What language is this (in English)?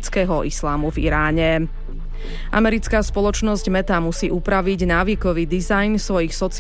Slovak